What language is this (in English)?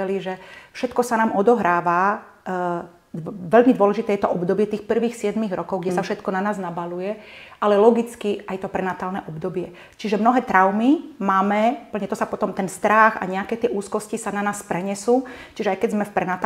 Slovak